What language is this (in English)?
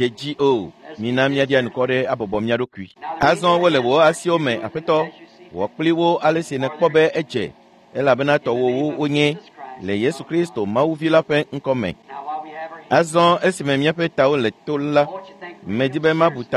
Ewe